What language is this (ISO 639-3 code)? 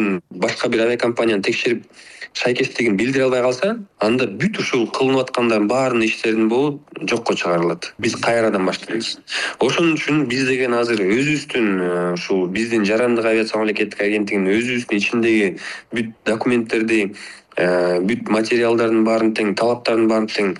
kir